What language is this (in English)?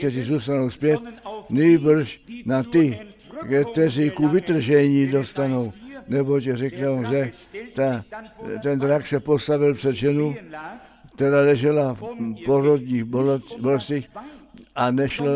Czech